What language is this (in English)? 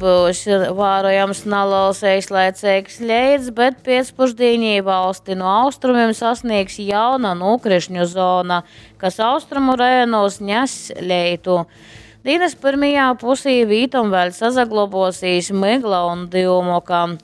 Latgalian